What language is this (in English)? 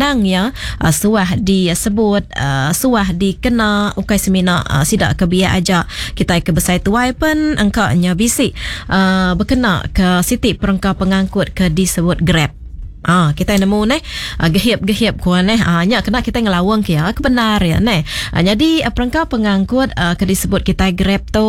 Iban